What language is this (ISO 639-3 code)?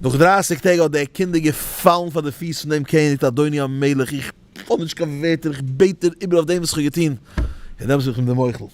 yid